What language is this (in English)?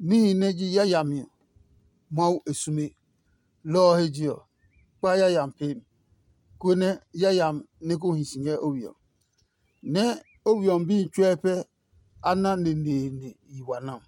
Adangme